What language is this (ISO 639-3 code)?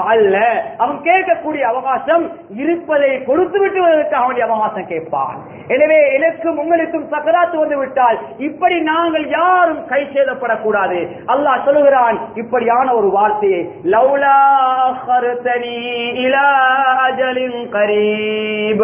tam